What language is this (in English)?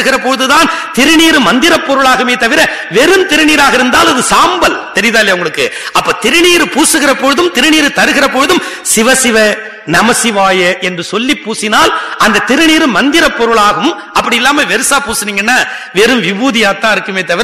Tamil